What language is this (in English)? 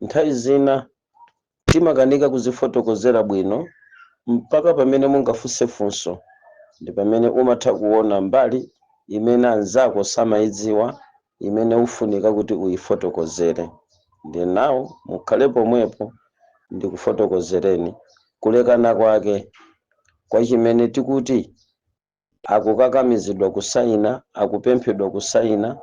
Nyanja